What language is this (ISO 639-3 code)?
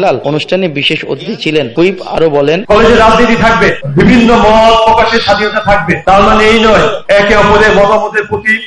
ben